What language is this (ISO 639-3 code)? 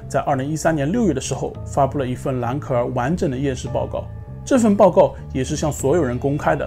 zho